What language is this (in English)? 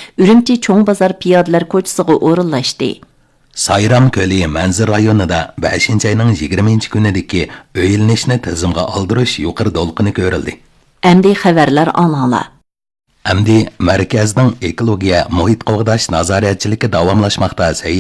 Uyghur